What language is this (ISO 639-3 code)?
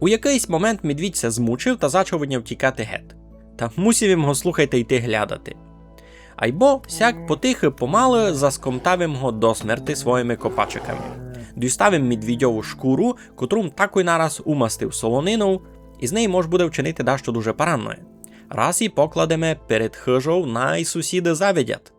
rue